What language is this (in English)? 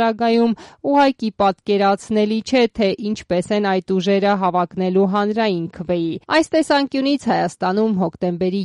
Armenian